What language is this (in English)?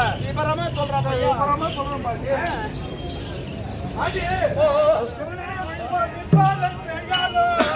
Tamil